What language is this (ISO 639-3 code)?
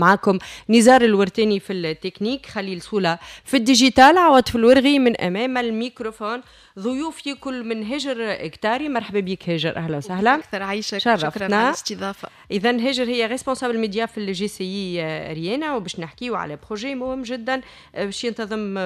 aeb